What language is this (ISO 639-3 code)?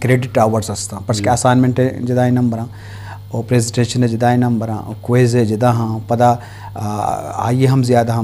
bgp